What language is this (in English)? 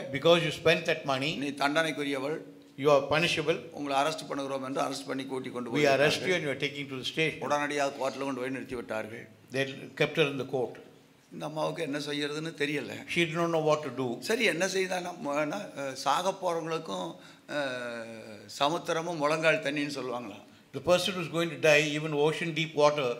Tamil